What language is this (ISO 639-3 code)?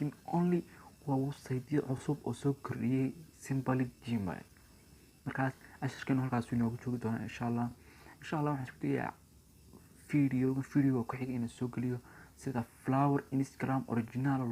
som